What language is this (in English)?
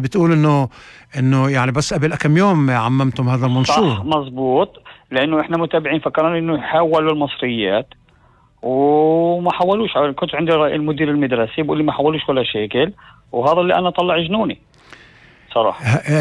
North Levantine Arabic